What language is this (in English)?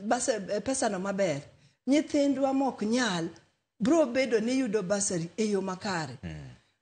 Luo (Kenya and Tanzania)